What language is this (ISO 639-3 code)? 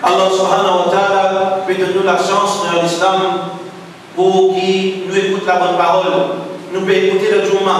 mfe